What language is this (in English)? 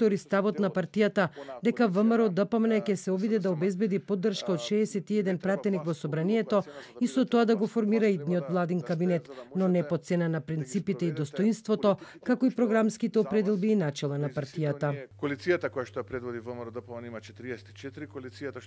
Macedonian